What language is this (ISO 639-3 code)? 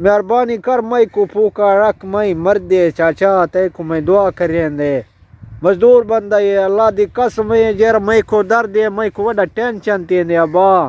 skr